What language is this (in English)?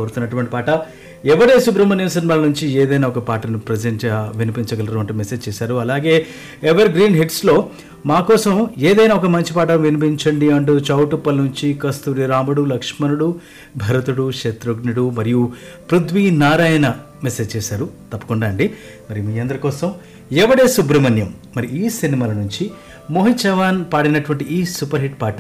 Telugu